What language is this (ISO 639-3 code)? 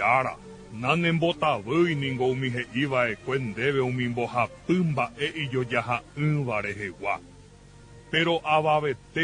grn